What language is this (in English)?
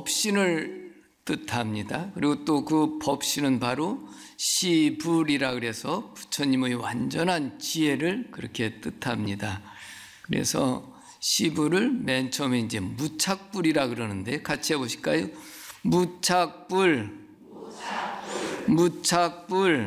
Korean